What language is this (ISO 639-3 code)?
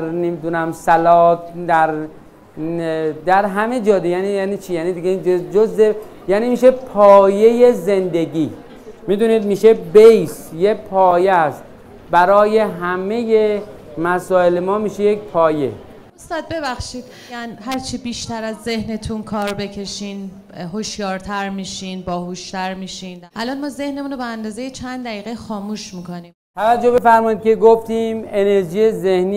fas